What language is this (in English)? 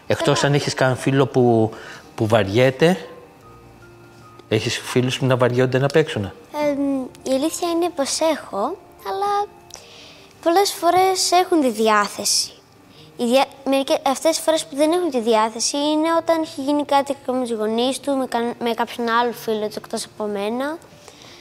Greek